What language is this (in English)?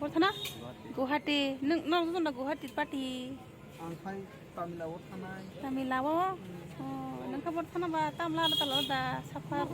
Kok Borok